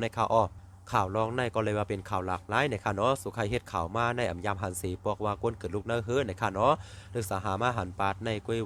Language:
Shan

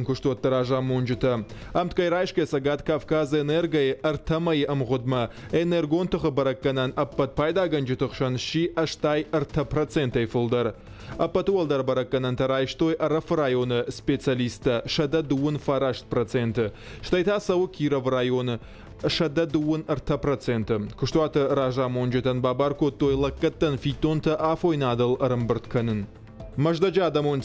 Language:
Ossetic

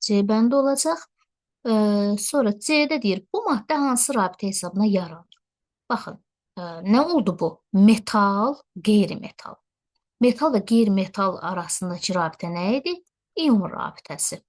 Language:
Azerbaijani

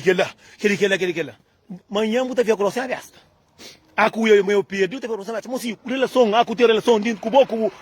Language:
Kabuverdianu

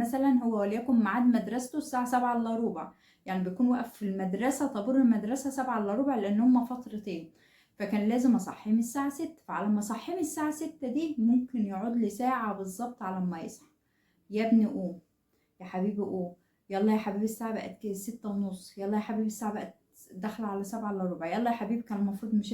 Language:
Egyptian Arabic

